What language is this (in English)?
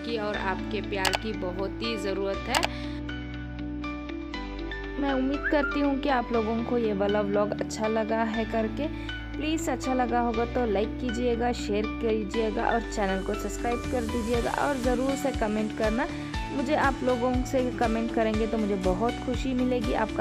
Hindi